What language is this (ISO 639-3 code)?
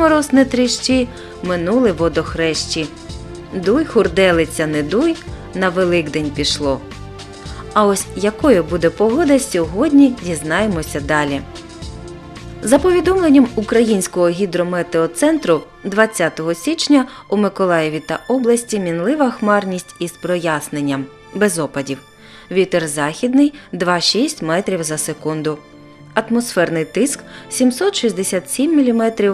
ukr